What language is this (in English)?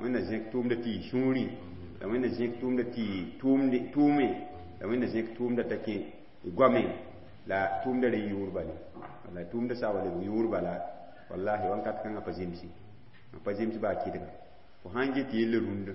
Mossi